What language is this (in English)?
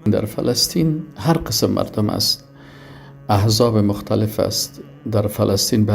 Persian